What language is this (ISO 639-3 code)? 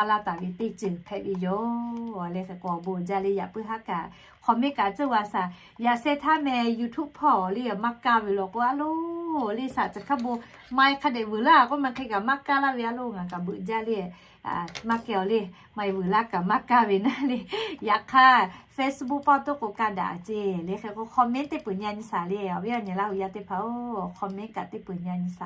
lhu